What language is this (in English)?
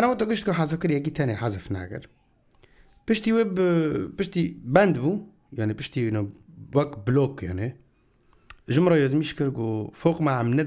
Kurdish